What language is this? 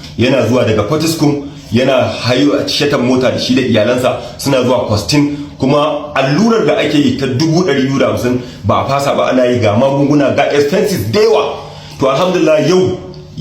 Hausa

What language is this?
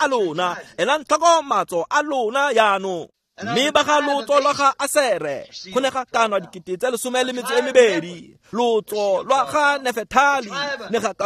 Tswana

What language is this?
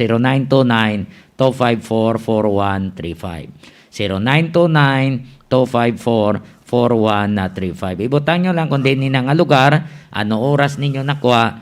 Hiligaynon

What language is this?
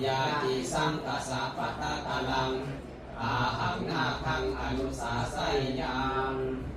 Pali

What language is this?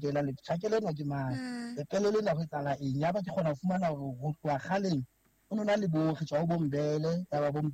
Southern Sotho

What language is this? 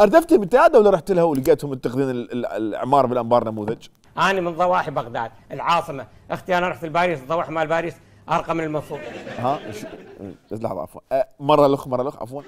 Mesopotamian Arabic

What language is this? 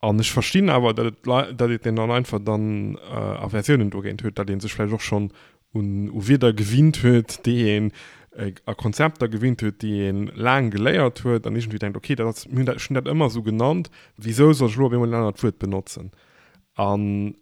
Luxembourgish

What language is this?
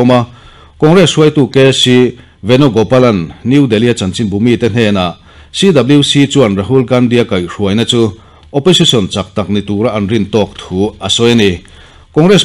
Mizo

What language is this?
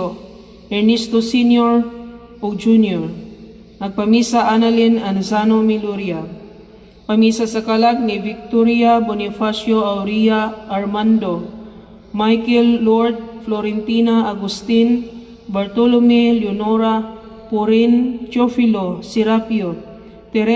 Cebuano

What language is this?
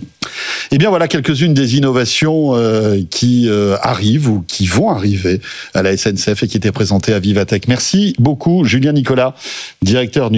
French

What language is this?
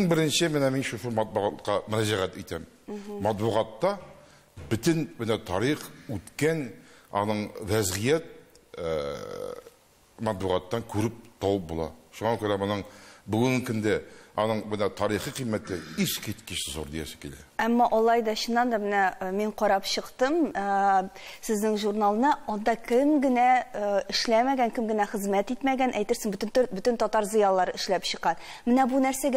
Tatar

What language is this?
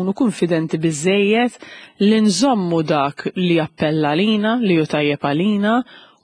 Maltese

